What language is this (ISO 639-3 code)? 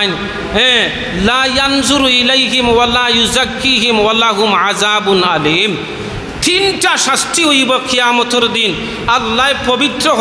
syl